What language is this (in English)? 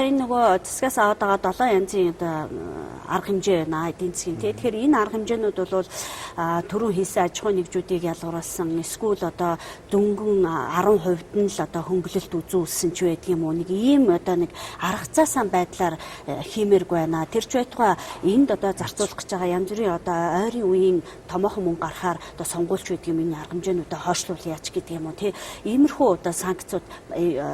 Mongolian